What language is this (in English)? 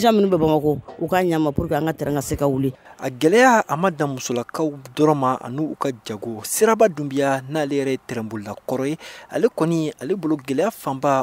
Bambara